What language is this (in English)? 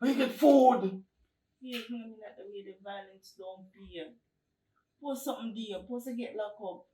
Jamaican Creole English